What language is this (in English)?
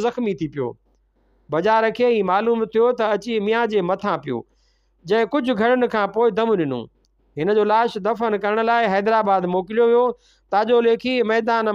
Sindhi